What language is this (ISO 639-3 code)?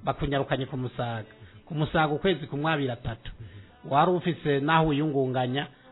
run